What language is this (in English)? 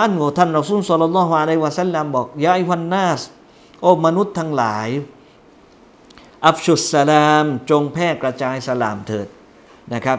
Thai